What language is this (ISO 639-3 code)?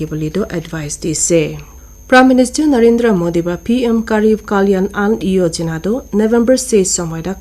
nag